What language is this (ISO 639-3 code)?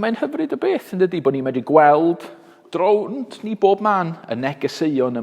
cym